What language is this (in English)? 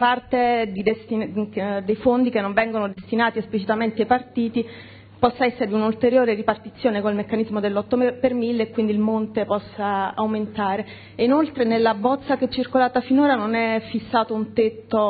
Italian